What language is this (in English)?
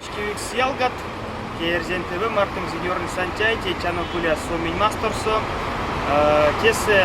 Erzya